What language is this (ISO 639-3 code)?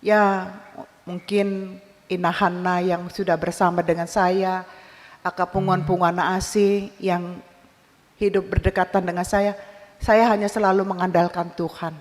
bbc